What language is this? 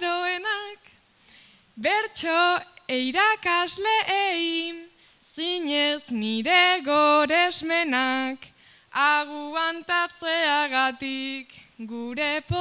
Basque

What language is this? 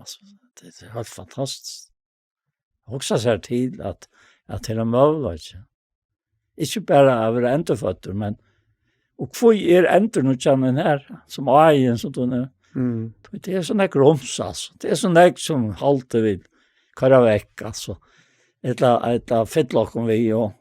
Faroese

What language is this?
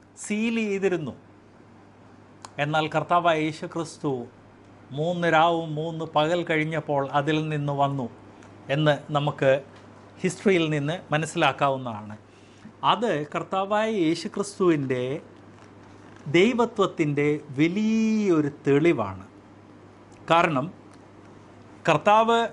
Malayalam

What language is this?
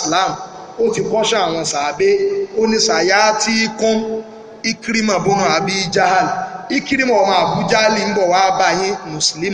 Yoruba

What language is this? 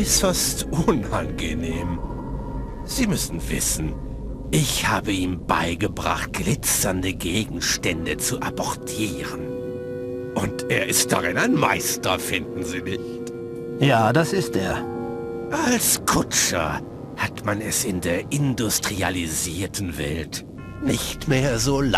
Bavarian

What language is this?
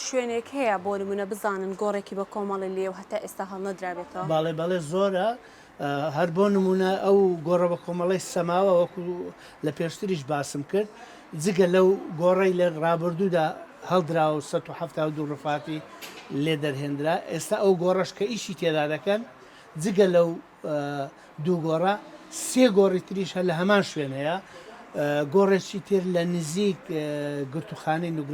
Central Kurdish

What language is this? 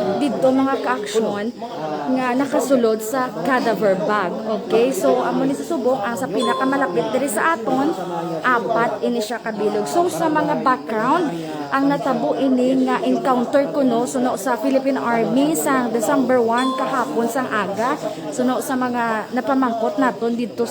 Hiligaynon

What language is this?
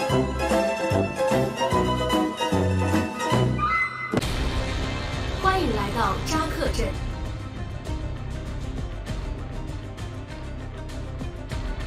Chinese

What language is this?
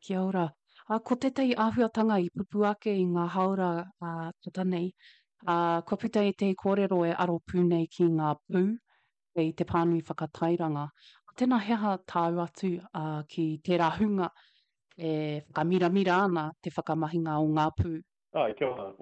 Māori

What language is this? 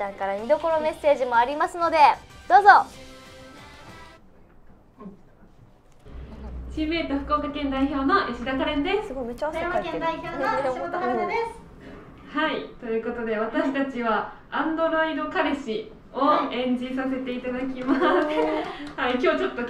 Japanese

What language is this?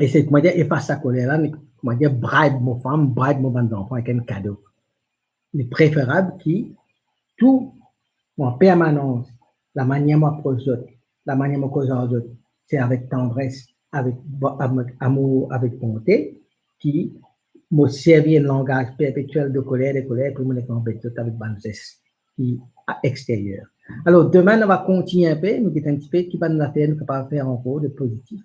Morisyen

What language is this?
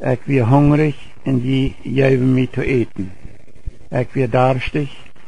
Plautdietsch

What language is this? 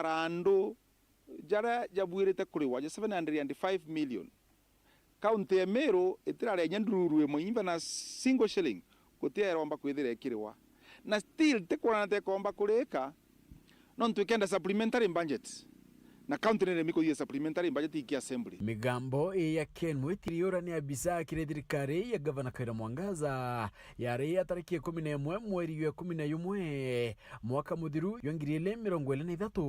Meru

